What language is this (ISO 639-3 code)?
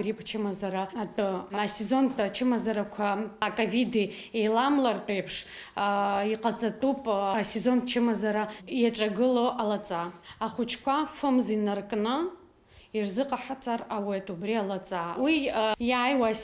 abk